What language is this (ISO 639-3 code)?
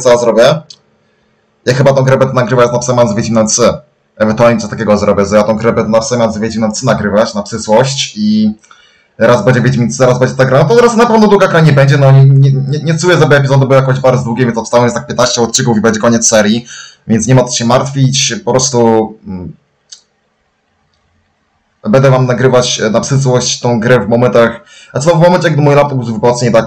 pol